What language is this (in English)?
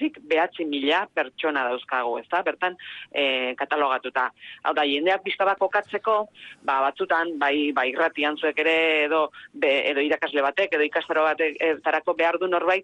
Basque